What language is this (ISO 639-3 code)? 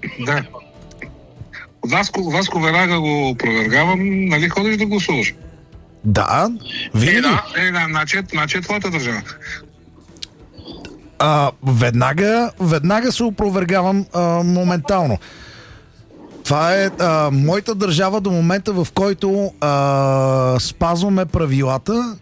bul